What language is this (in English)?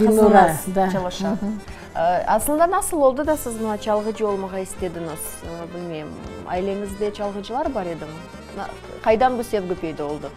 Crimean Tatar